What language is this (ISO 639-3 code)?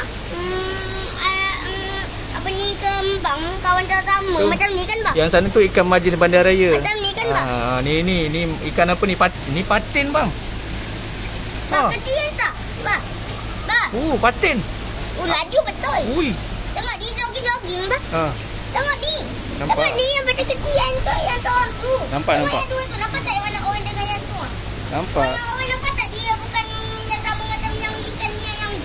msa